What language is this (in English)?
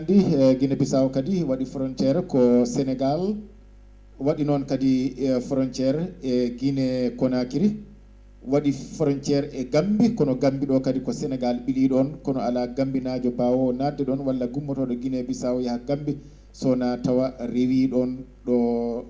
Fula